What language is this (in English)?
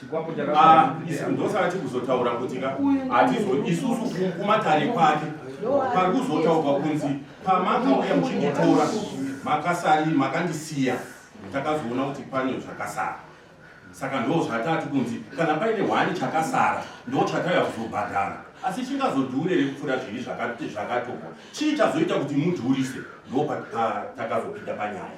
Shona